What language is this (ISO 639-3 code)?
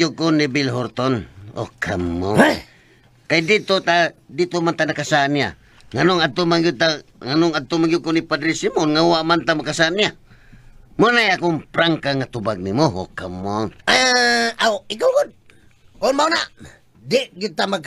ceb